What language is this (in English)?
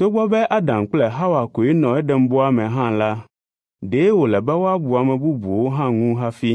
Ewe